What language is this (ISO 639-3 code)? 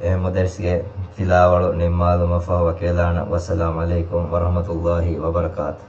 div